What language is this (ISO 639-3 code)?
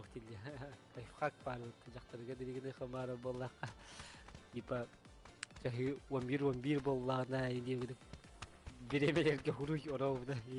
sah